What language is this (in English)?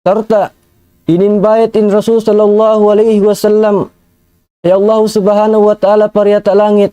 Tausug